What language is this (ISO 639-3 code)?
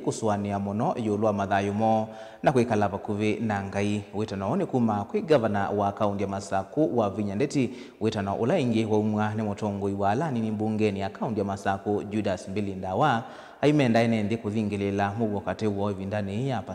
kam